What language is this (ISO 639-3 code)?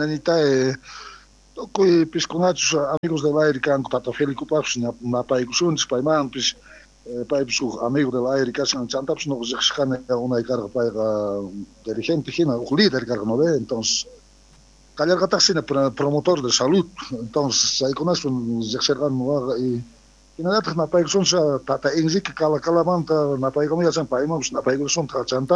quh